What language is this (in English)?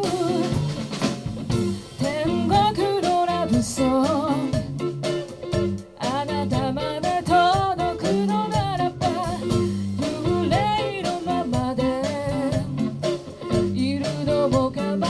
Japanese